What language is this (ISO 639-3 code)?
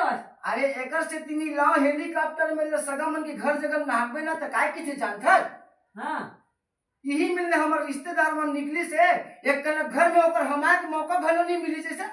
hne